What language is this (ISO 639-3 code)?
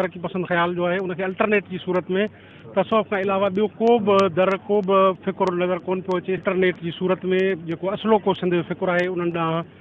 snd